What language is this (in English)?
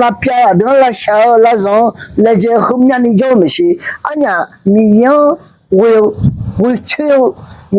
Akha